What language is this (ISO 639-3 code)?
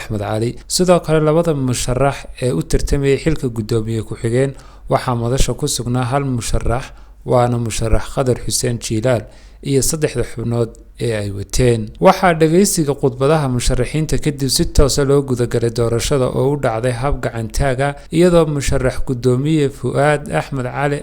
som